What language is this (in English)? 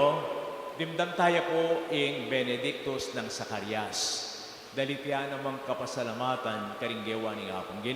Pampanga